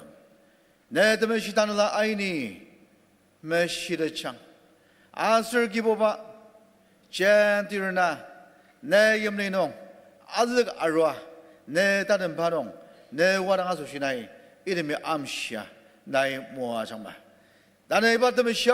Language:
Ao Naga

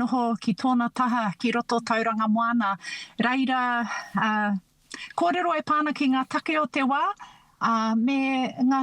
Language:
Māori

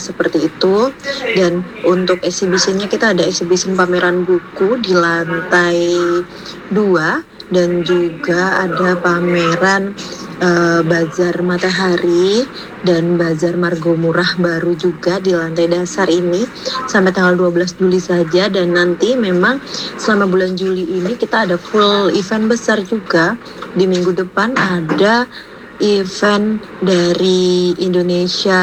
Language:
Indonesian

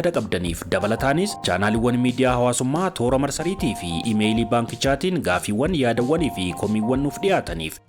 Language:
Oromo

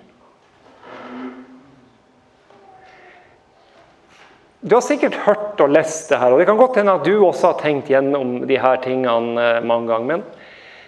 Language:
Norwegian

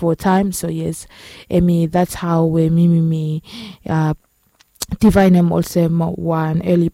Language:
Bislama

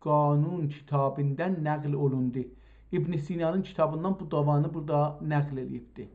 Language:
South Azerbaijani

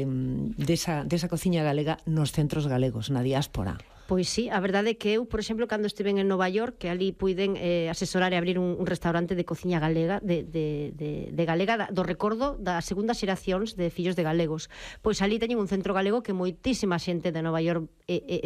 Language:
Galician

